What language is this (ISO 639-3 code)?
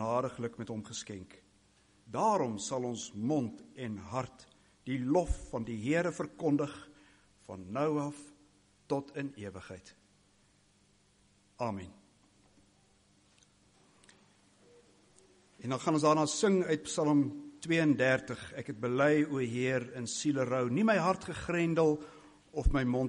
afr